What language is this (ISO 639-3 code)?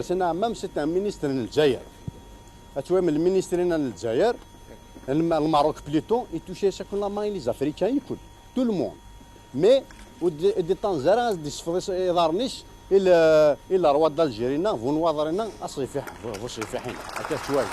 kab